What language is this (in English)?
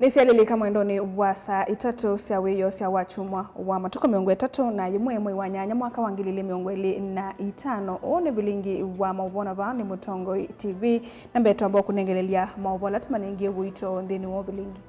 Kamba